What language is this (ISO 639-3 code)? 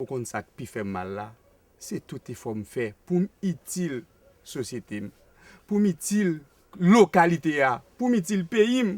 hat